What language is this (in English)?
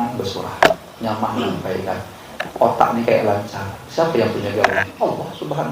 Banjar